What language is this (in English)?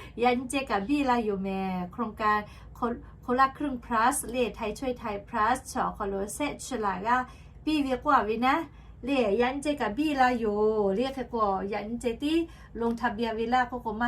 Lahu